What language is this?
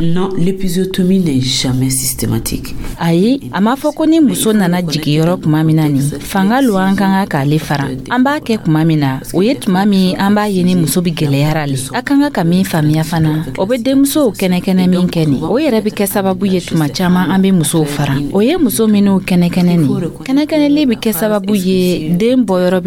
Dyula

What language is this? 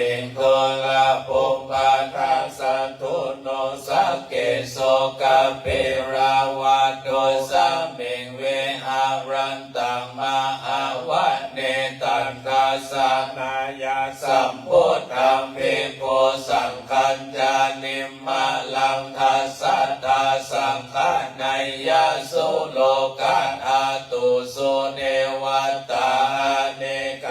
Pali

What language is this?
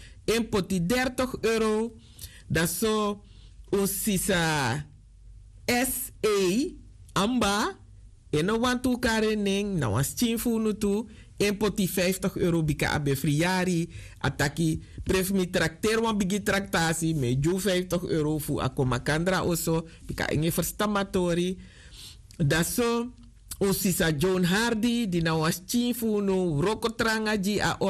Sranan Tongo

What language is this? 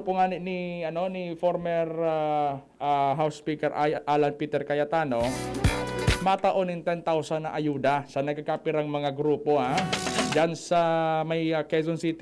Bikol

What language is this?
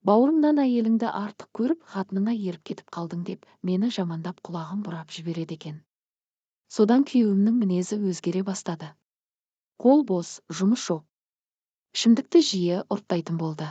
Kazakh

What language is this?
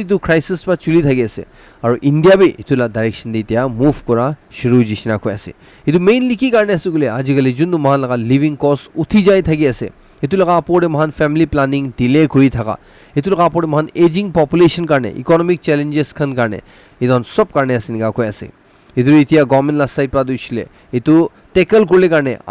Naga Pidgin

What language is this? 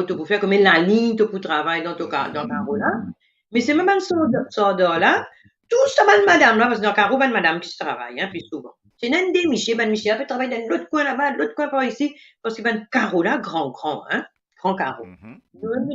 Morisyen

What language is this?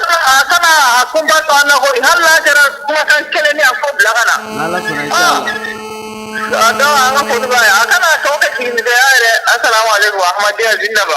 Bambara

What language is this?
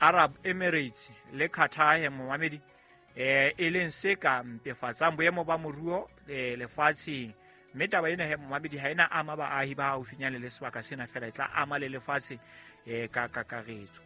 Southern Sotho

